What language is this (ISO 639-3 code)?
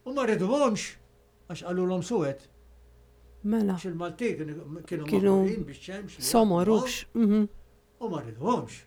mlt